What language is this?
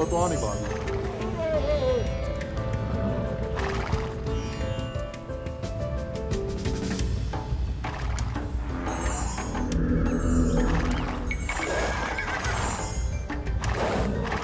Burmese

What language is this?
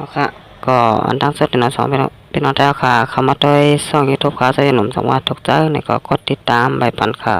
Shan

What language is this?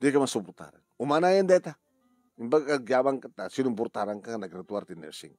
Iloko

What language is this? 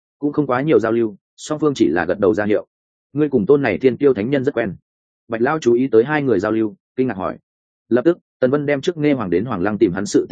Vietnamese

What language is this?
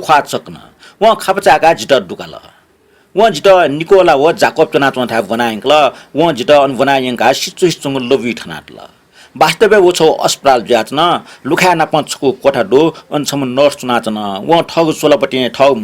Newari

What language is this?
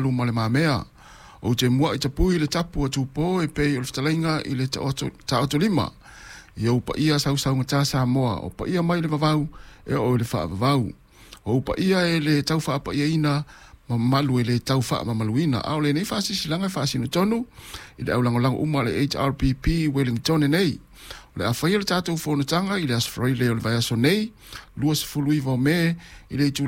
Samoan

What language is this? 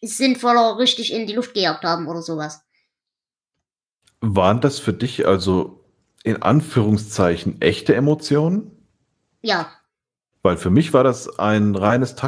German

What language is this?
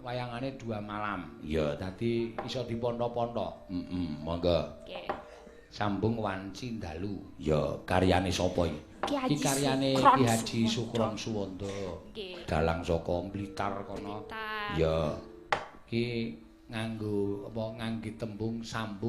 Javanese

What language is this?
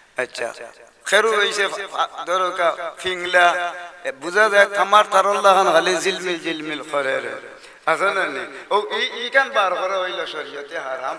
Sylheti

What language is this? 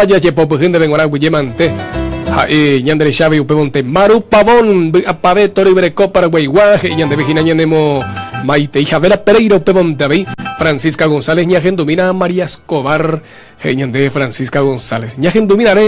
Guarani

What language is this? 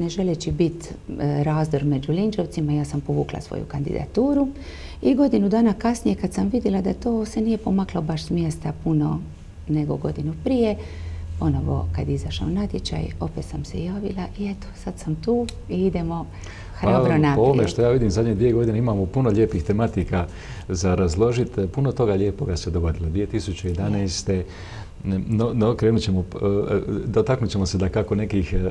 Croatian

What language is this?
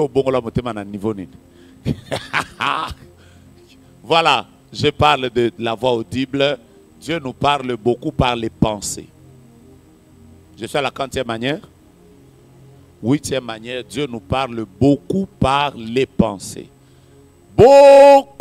French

